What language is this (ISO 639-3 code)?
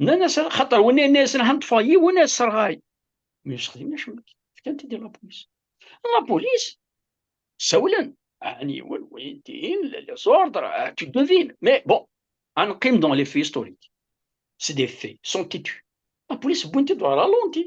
kab